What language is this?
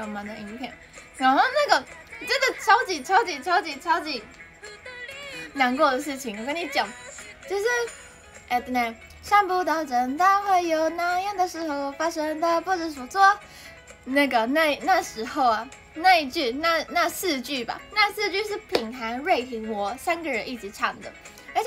Chinese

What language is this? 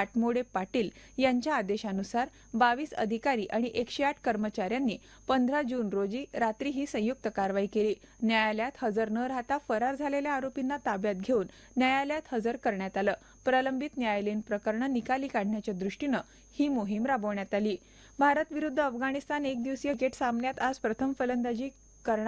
Marathi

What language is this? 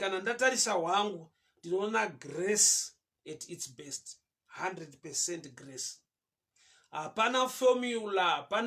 Shona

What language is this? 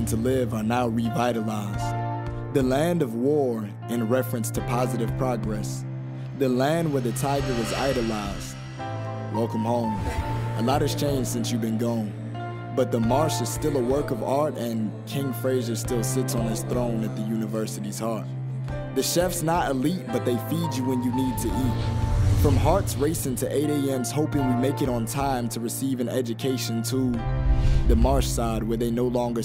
English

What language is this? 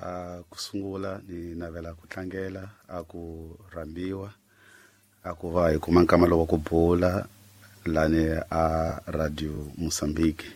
Tsonga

